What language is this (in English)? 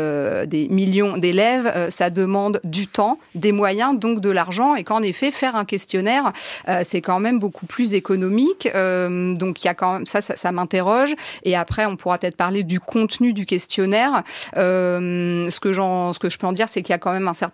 French